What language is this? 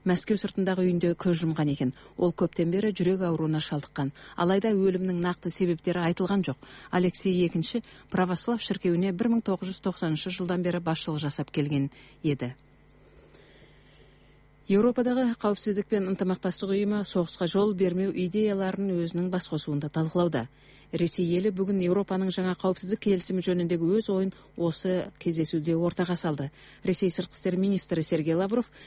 Kazakh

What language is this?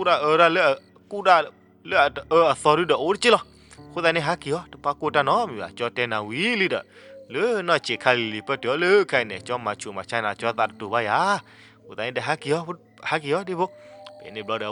S'gaw Karen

